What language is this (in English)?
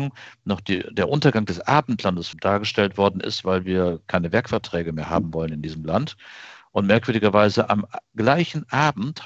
German